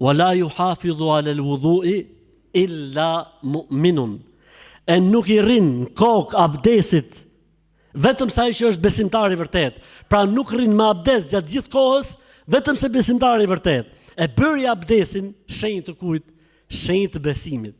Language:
Albanian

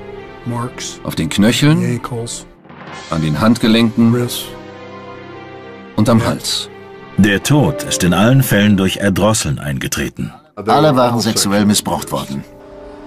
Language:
German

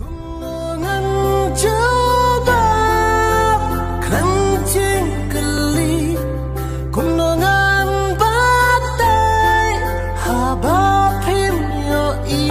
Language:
Khasi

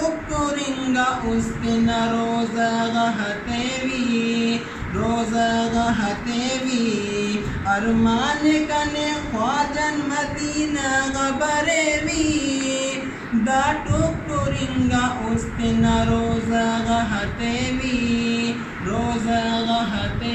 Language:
Brahui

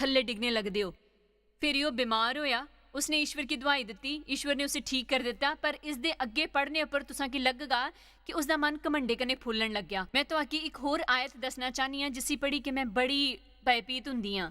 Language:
Dogri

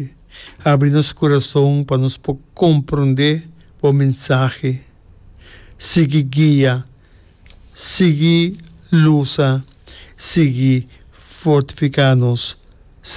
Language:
Papiamento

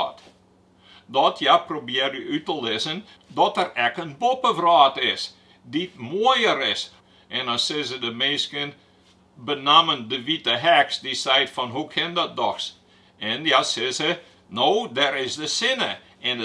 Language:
Western Frisian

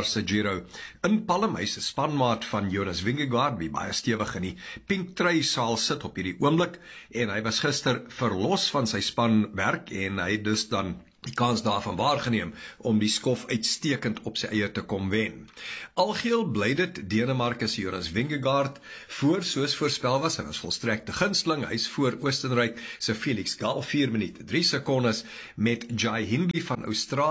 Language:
Afrikaans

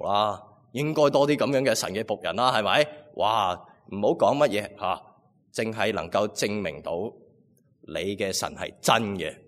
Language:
Cantonese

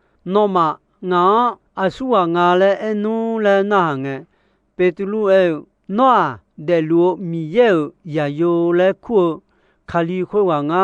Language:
Akha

